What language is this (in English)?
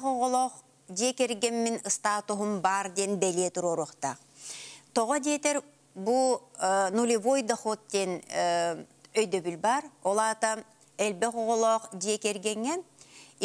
Yakut